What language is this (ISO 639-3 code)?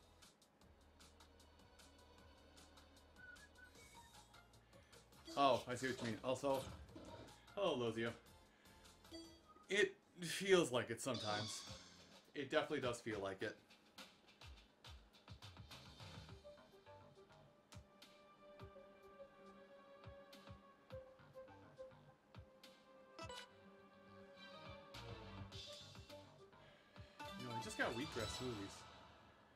eng